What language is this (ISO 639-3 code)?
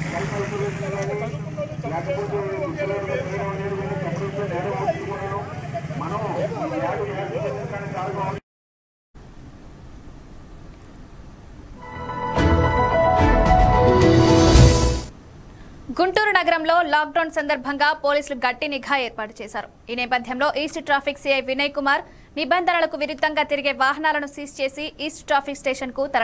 tel